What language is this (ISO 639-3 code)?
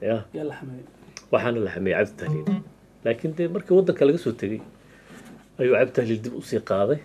som